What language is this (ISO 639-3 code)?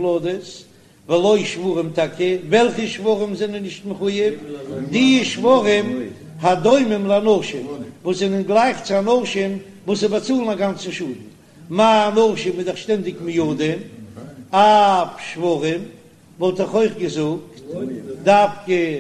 yid